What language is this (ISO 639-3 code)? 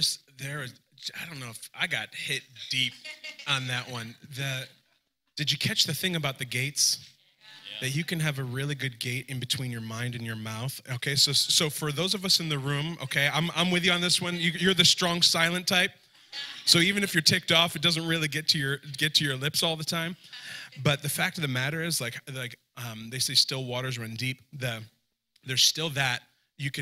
eng